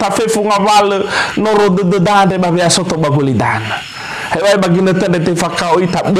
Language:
Nias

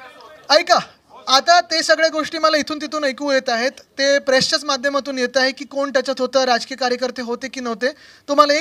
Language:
Marathi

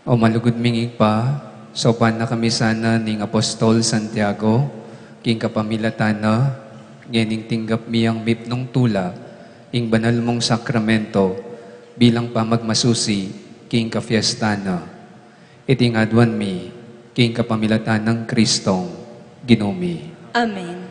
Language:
Pampanga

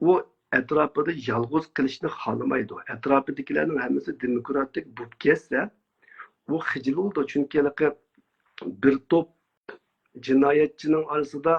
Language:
Uyghur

